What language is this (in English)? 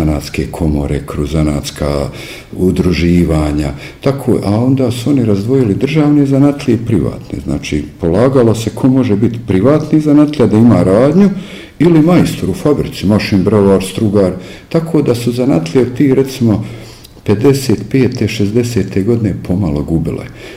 Bosnian